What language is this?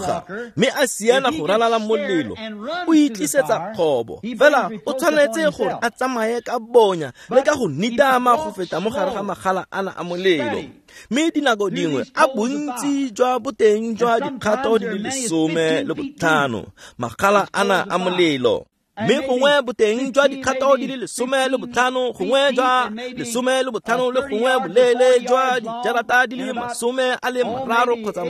Tswana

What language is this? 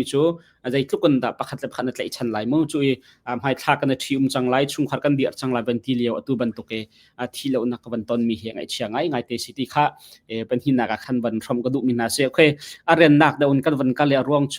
Hakha Chin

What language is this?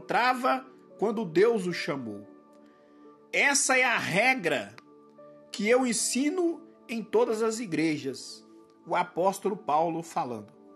Portuguese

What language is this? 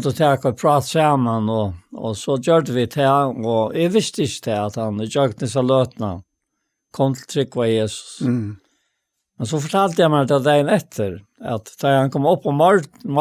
Faroese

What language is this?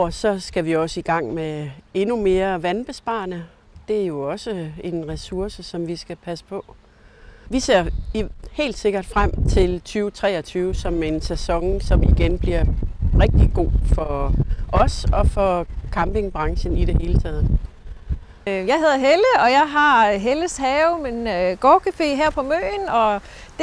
Danish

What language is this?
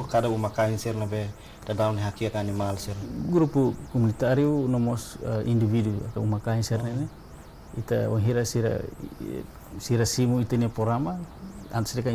Tetum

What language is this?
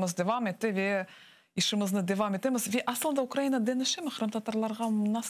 Crimean Tatar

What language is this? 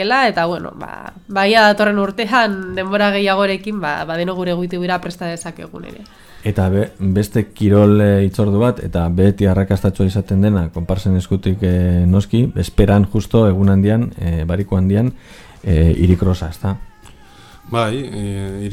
Basque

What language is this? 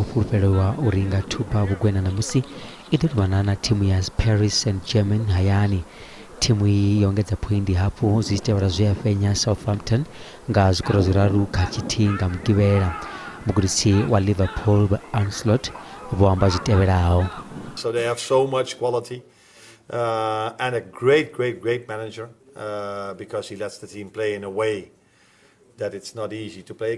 Venda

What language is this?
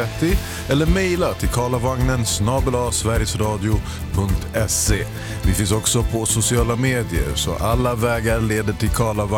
Swedish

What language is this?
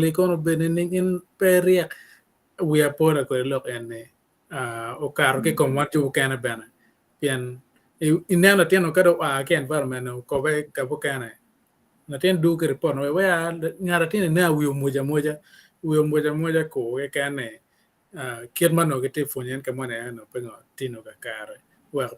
Acoli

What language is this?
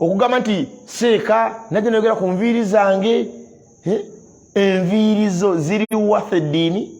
Ganda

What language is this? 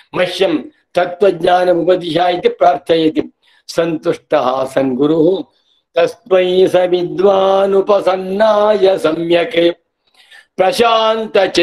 Sanskrit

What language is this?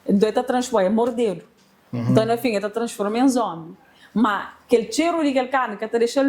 Kabuverdianu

